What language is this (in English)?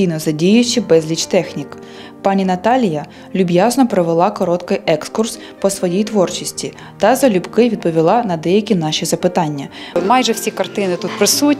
Ukrainian